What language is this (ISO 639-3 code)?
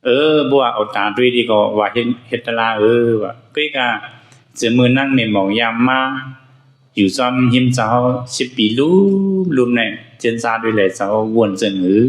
shn